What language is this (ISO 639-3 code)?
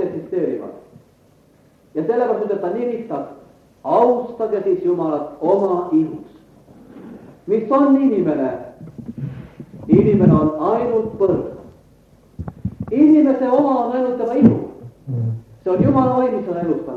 est